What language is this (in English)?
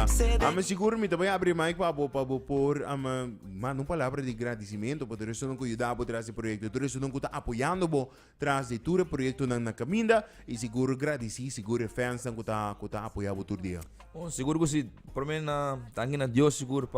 Papiamento